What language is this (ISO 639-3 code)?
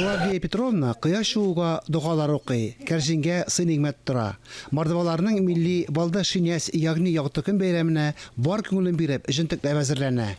tat